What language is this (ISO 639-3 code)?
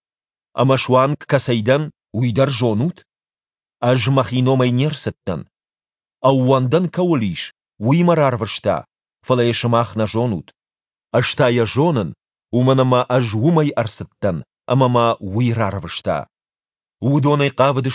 oss